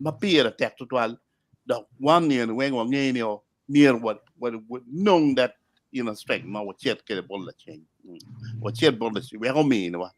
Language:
Acoli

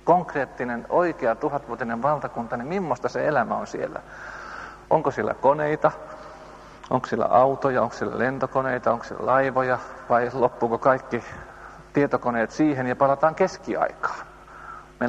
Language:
Finnish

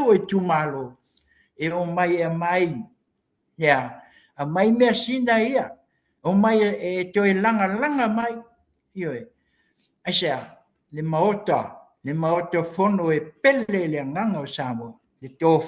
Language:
Samoan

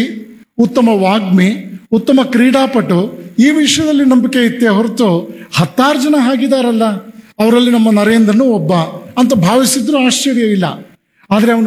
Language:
Kannada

